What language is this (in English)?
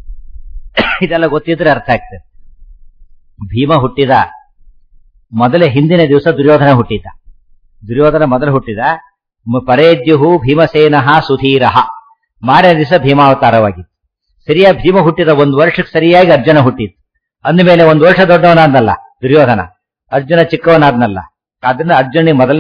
Kannada